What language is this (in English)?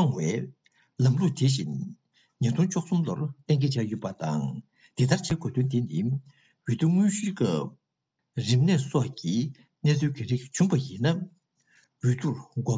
Tibetan